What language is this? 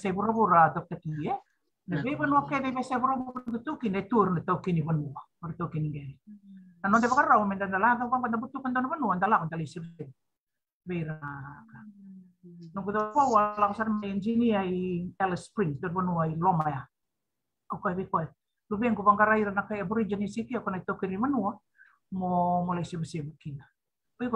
Fijian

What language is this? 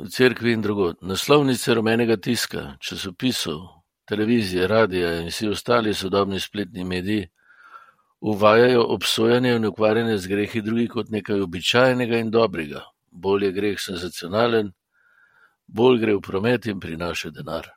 Slovenian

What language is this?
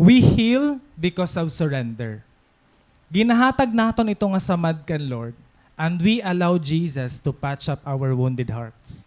Waray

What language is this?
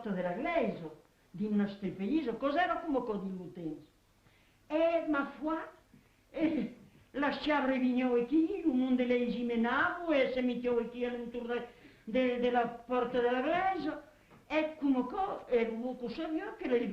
Occitan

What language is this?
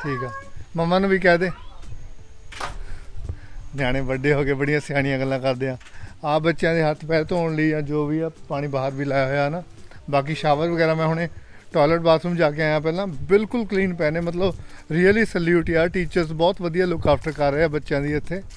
Punjabi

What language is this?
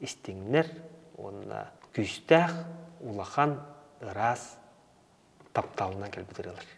Yakut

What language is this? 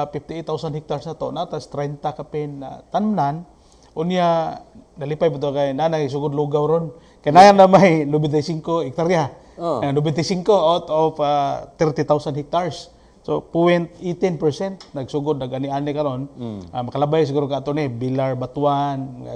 Cebuano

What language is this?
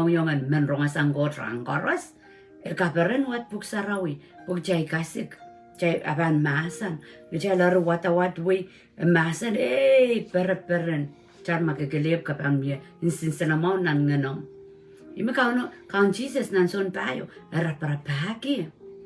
Pohnpeian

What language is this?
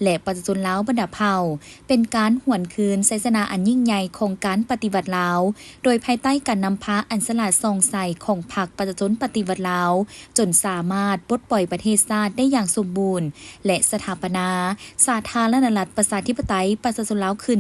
Lao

